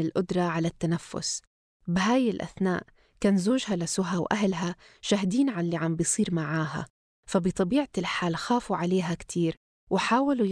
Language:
North Levantine Arabic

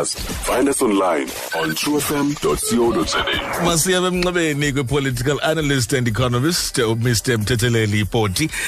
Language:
Xhosa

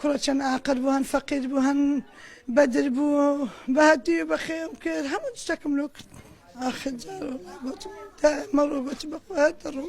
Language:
Central Kurdish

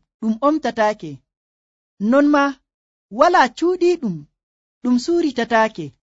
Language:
Nigerian Fulfulde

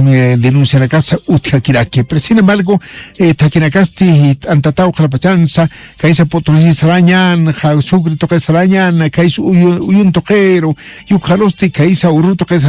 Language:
Aymara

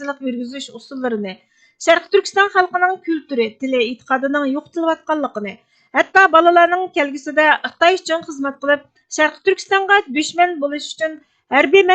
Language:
Uyghur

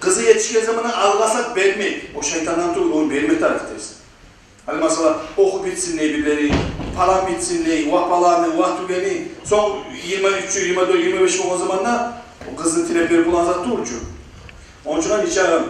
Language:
Kumyk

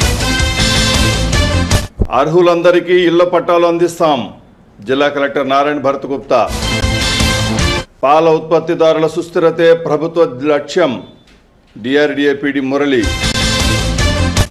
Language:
Telugu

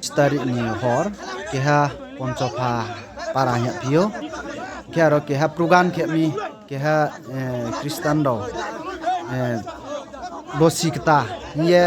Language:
Riang (India)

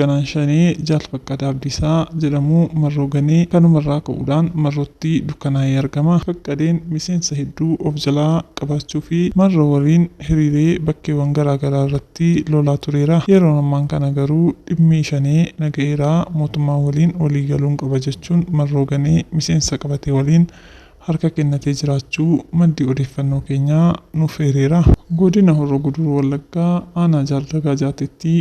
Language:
Oromo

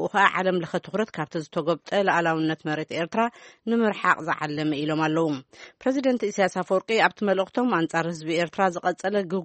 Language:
Tigrinya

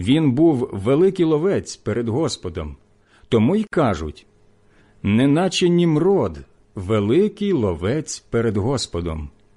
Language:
Ukrainian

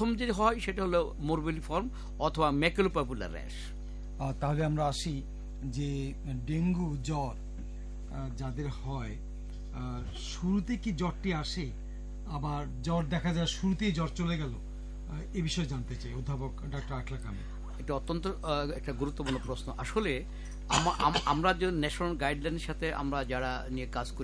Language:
Bangla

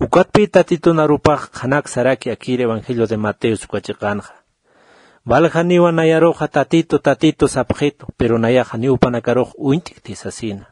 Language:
Aymara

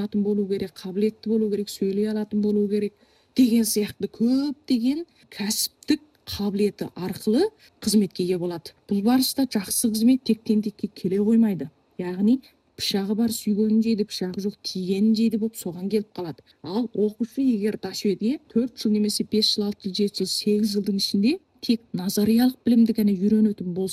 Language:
Kazakh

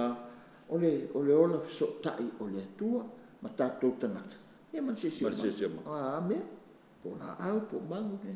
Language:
Samoan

